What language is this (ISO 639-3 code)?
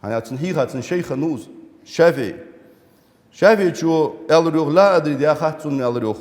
inh